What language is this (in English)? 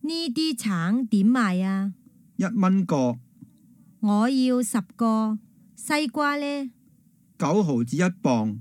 Cantonese